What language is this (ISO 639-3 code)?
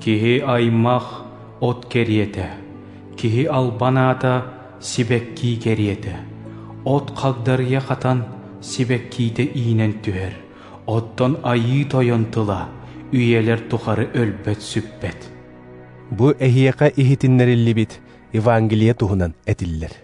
sah